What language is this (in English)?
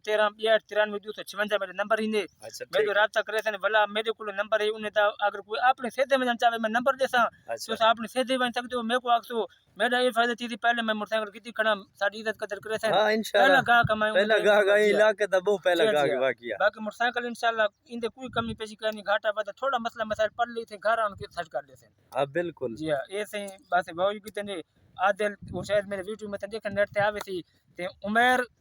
Saraiki